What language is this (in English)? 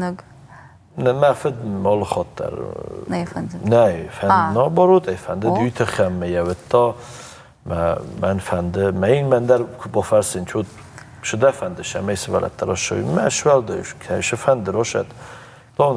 Ossetic